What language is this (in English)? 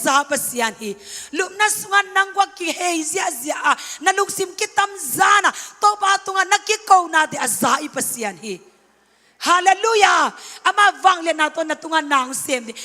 Tedim Chin